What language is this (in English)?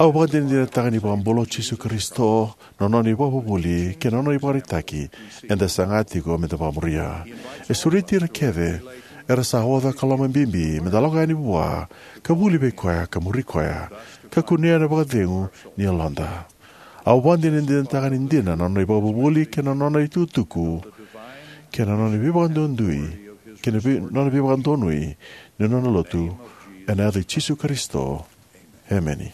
Fijian